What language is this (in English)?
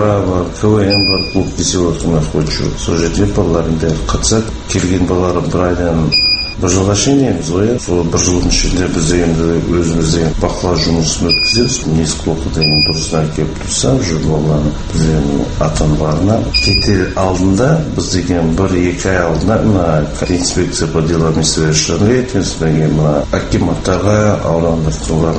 Kazakh